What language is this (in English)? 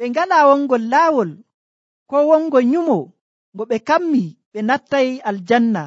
Nigerian Fulfulde